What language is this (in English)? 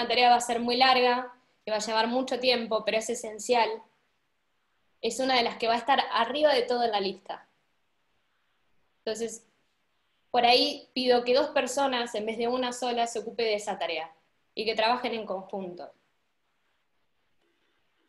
Spanish